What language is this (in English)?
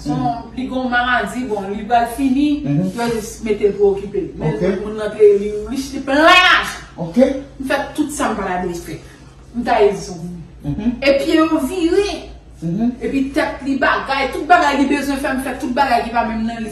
Haitian Creole